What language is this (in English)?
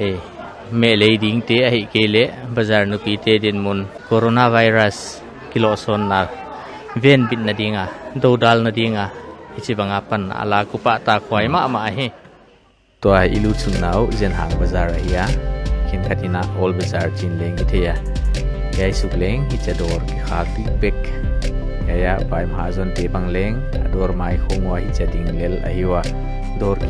Paite Chin